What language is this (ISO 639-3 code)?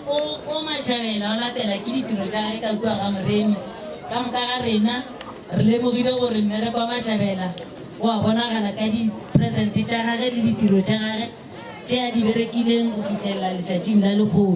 nso